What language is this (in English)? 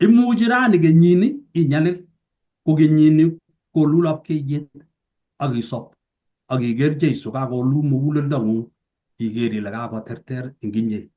Kalenjin